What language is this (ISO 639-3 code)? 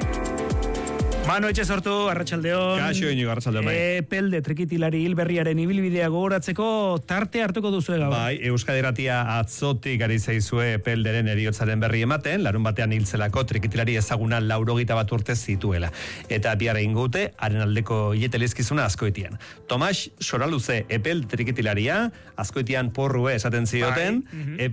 eus